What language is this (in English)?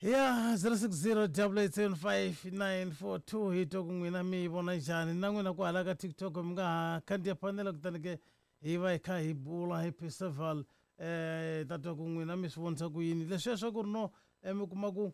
Tsonga